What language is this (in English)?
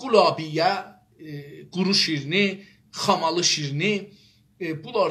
South Azerbaijani